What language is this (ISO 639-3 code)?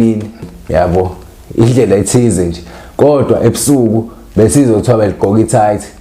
zul